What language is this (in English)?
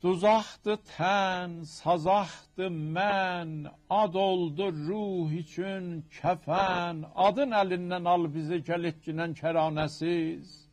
South Azerbaijani